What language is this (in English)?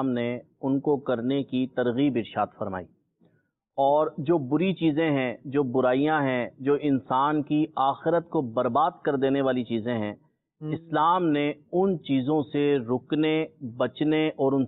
Urdu